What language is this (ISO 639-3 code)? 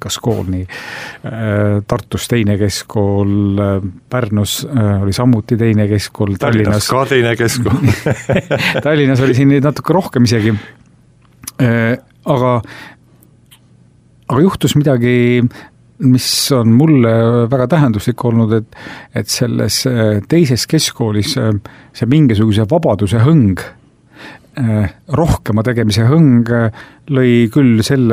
est